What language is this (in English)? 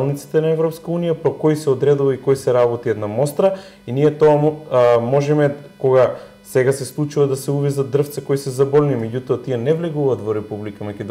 Macedonian